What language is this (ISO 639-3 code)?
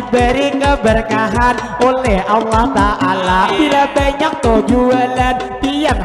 bjn